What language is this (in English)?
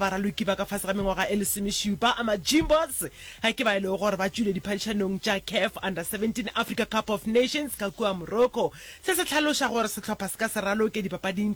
Northern Sotho